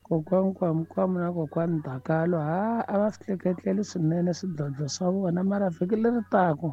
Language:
Tsonga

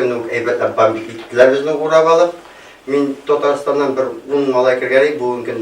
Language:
Tatar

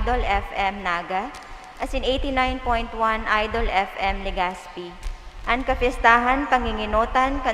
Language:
Bikol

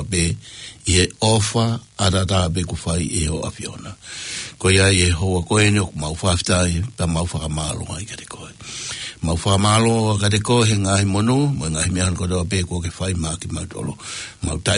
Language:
Tongan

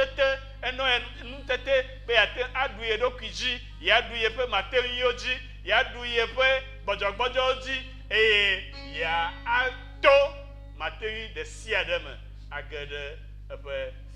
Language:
Ewe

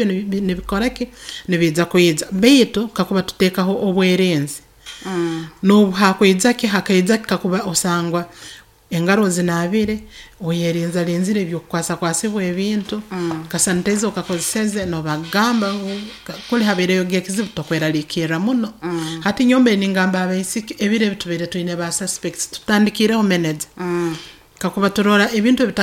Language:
Nyoro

